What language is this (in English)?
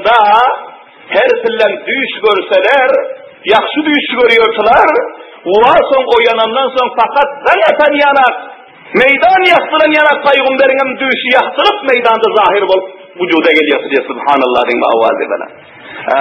Turkmen